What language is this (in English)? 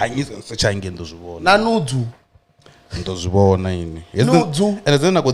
Venda